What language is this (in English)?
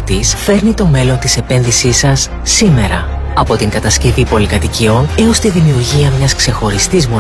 Greek